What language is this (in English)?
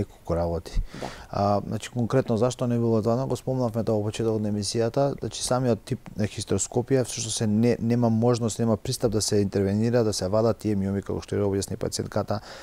Macedonian